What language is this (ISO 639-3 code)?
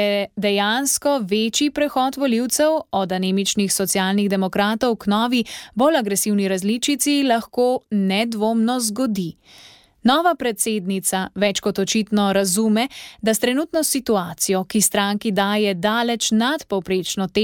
slv